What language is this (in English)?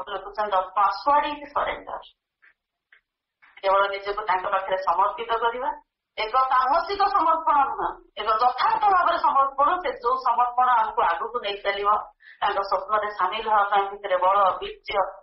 Odia